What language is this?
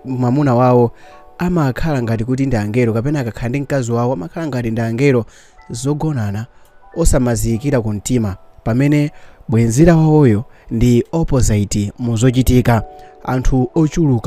Nyanja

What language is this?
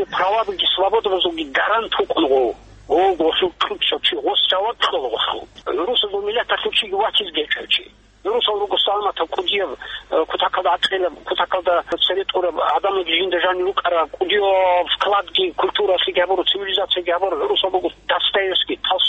Avaric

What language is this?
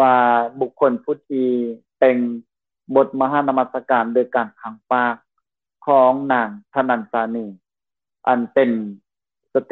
Lao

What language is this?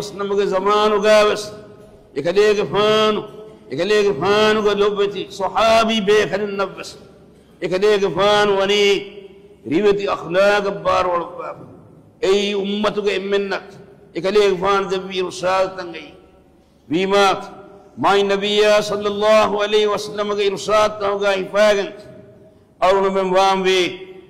Divehi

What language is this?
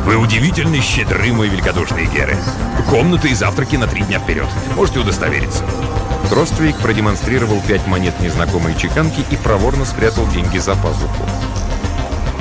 Russian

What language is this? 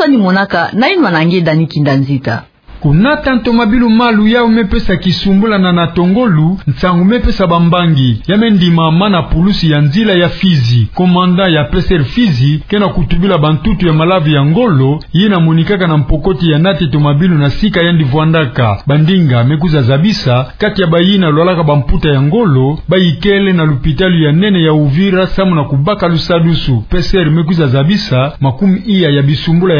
Kituba (Democratic Republic of Congo)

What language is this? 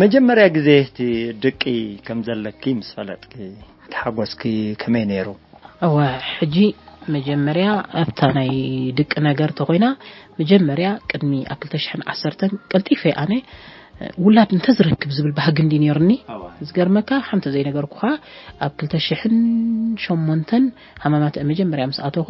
Tigrinya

